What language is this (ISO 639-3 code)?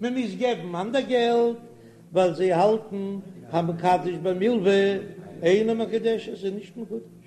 yid